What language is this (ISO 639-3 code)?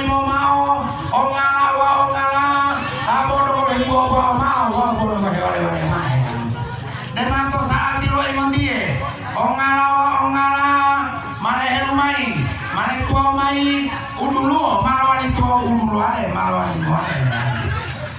gor